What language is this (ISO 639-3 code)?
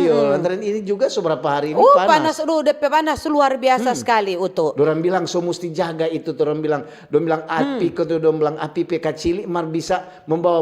xmm